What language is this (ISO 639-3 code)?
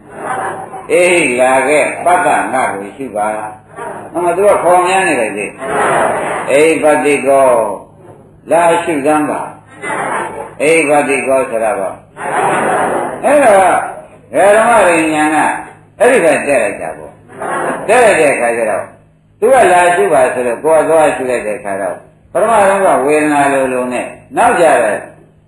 mya